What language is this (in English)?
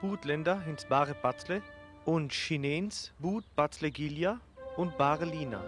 Sinte Romani